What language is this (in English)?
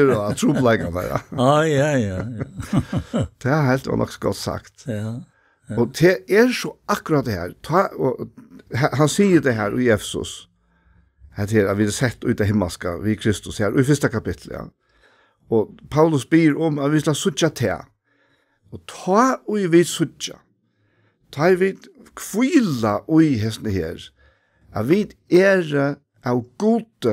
Faroese